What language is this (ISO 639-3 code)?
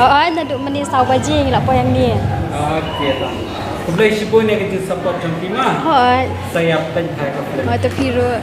kha